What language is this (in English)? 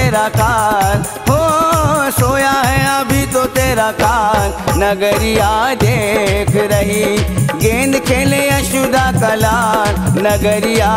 Bhojpuri